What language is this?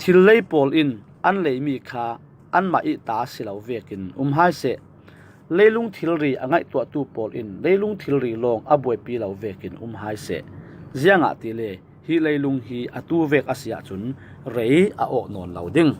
Falam Chin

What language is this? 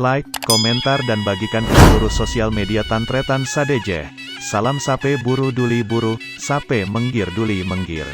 Madurese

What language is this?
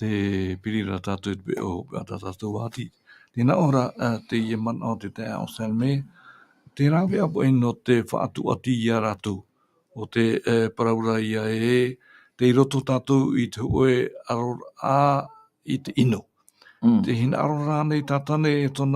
Tahitian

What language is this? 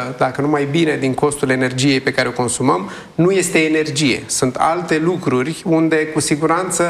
Romanian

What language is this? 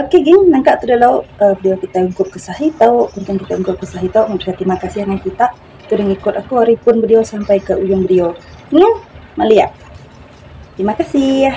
Iban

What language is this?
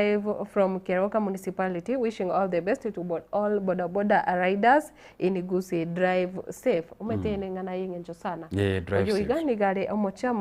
Gusii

